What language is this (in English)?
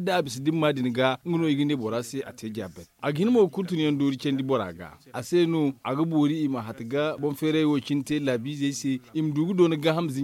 Zarma